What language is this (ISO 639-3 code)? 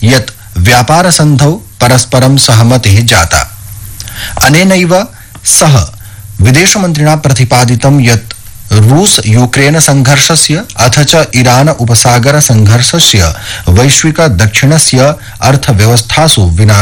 san